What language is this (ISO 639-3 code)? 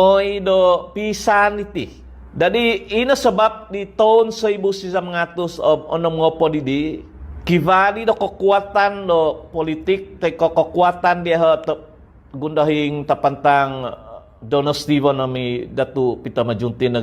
dtp